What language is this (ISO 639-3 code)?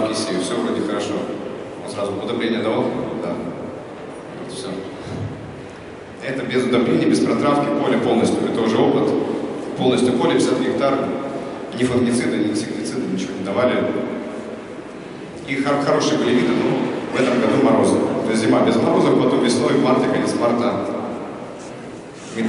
rus